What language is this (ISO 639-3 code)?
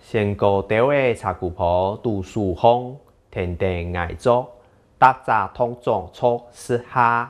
hak